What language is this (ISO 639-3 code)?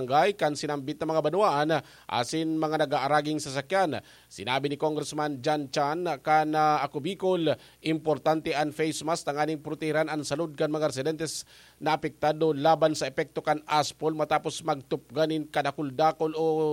bik